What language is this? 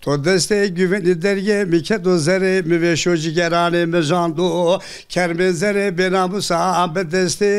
Zaza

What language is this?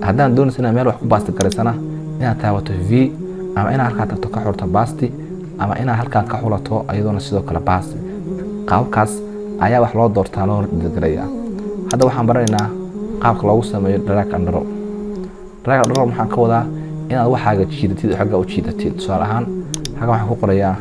Somali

